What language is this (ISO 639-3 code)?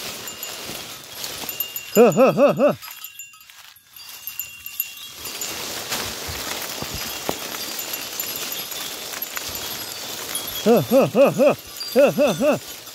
tha